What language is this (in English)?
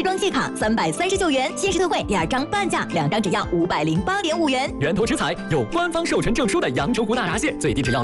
Chinese